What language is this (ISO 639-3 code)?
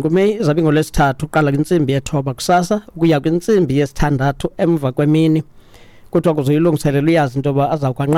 xho